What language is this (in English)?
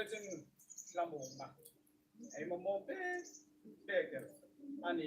Hmar